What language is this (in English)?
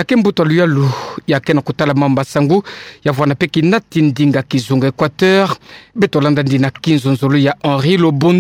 Kituba (Democratic Republic of Congo)